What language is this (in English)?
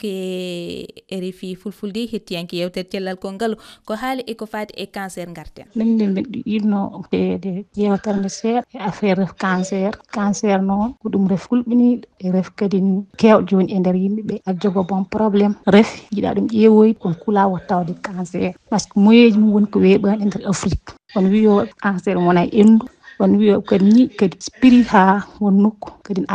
Fula